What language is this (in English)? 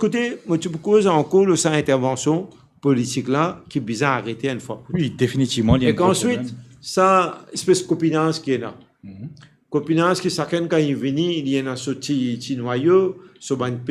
Morisyen